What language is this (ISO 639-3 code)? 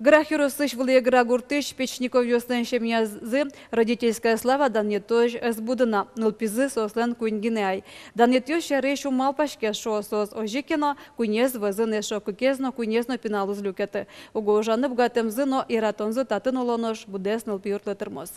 udm